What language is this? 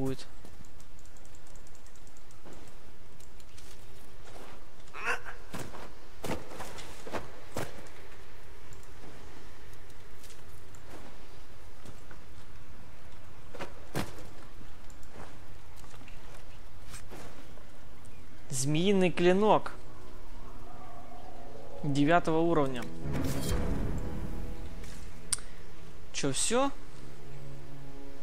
Russian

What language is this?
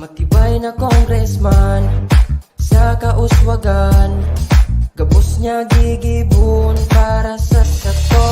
Bikol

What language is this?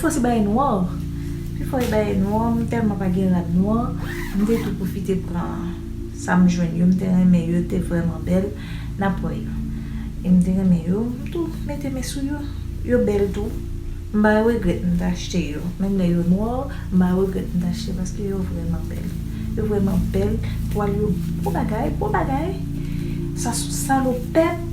Haitian Creole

